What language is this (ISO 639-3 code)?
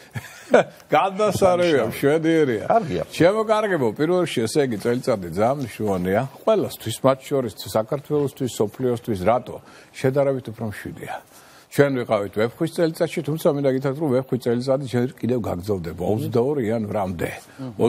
kat